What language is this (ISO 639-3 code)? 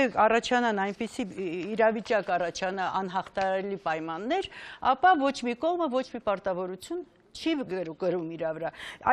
hye